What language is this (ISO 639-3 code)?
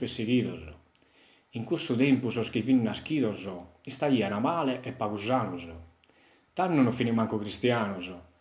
srd